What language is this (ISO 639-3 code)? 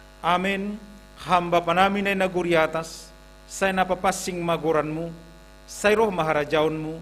bts